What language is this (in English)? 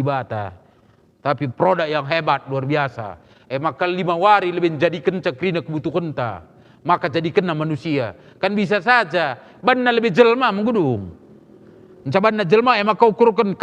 Batak Karo